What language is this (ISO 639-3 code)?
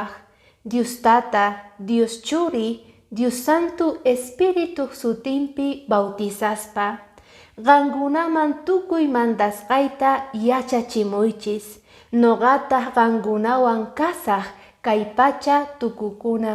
que